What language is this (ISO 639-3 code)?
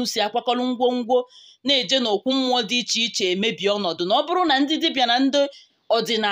ibo